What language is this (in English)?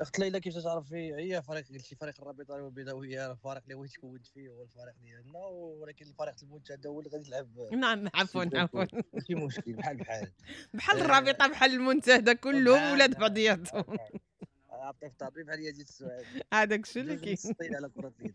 Moroccan Arabic